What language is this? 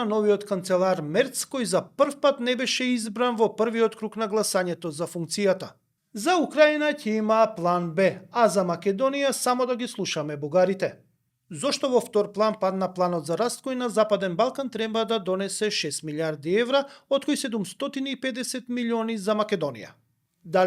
Macedonian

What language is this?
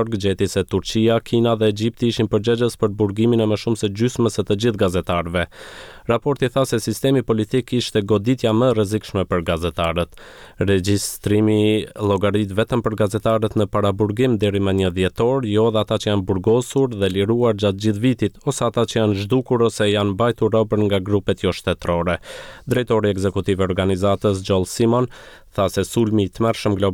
Albanian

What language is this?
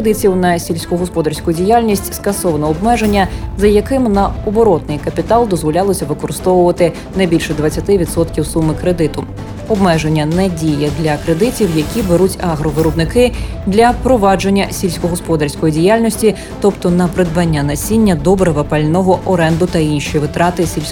Ukrainian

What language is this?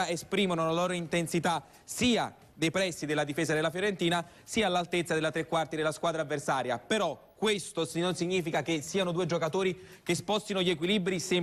Italian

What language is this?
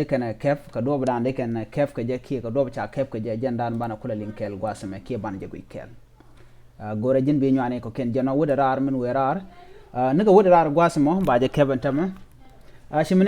Nuer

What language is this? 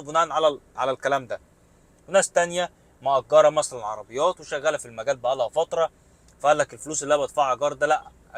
Egyptian Arabic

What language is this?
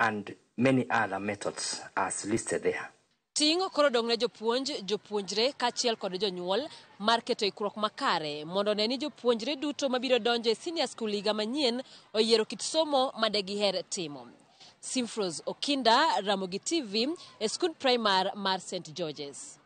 Luo (Kenya and Tanzania)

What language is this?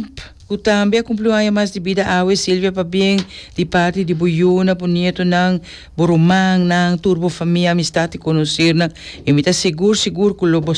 Papiamento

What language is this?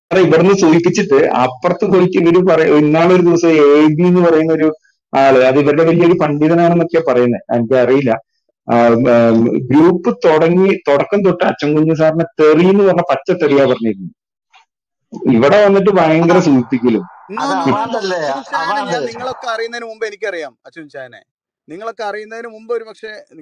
Malayalam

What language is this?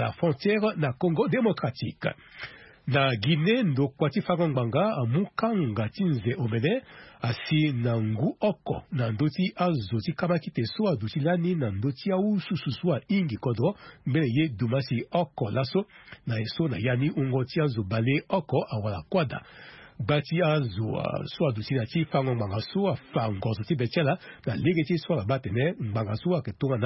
Sango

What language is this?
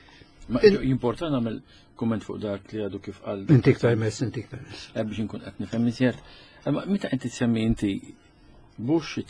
Maltese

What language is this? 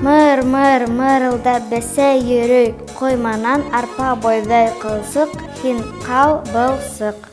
Bashkir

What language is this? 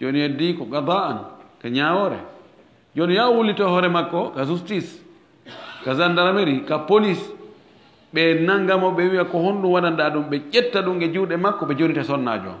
Fula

